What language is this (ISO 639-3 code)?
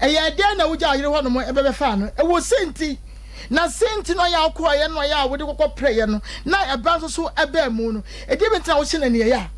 aka